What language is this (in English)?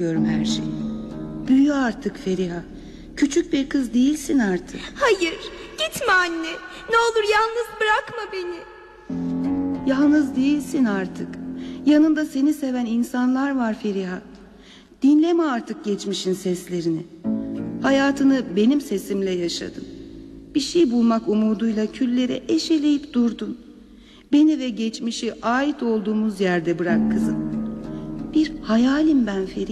Turkish